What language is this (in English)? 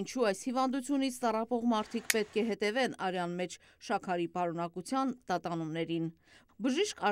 Armenian